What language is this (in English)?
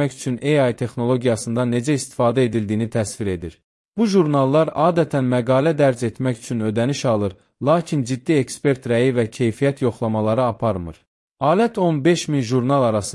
Azerbaijani